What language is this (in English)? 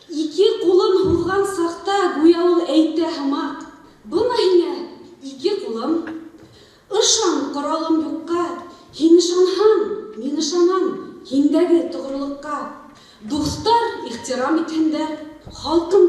Bashkir